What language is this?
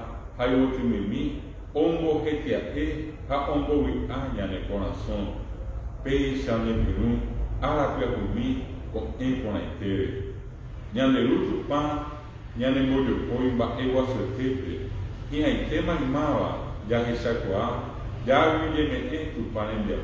Guarani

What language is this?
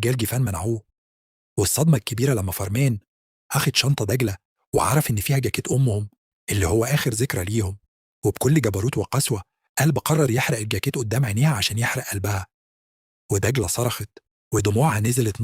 Egyptian Arabic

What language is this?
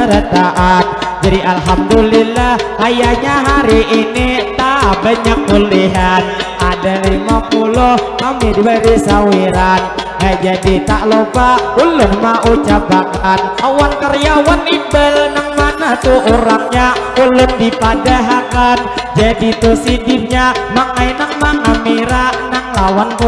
Banjar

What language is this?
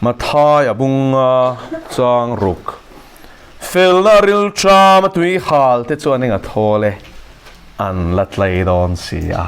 Mizo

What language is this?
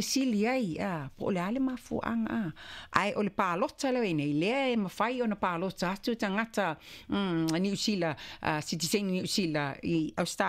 Samoan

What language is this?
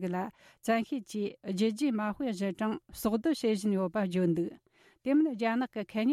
Tibetan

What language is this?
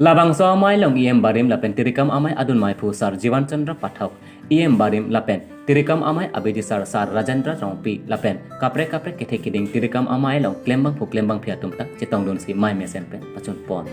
Karbi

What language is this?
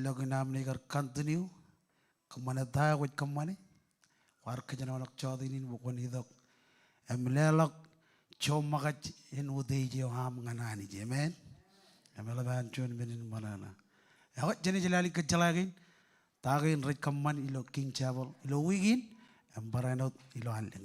Marshallese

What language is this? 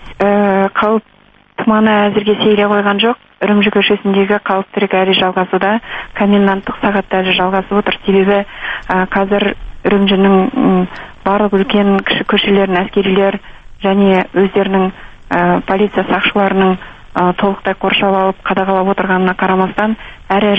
Kazakh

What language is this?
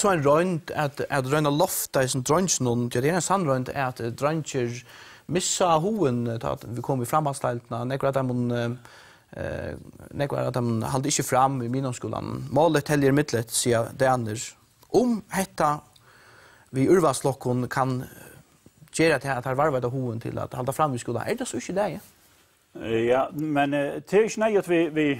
Faroese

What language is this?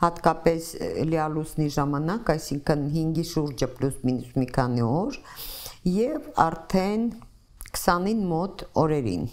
Armenian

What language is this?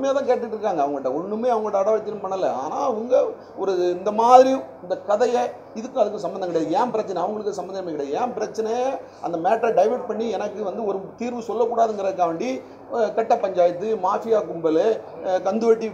Tamil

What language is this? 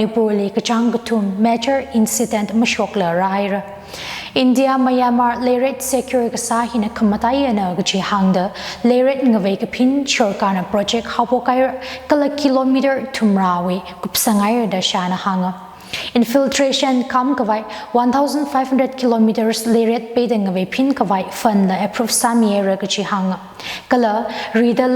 Tangkhul Naga (India)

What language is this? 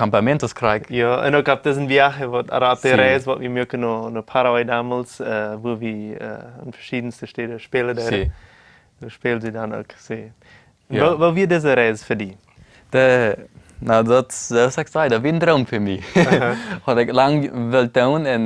Plautdietsch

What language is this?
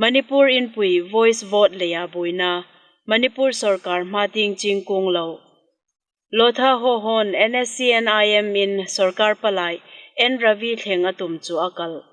Hmar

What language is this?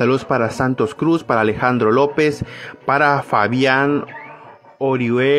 Spanish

